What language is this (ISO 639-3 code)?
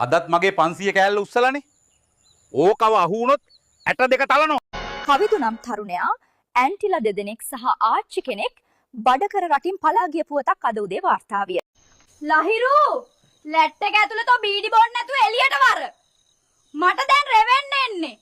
sin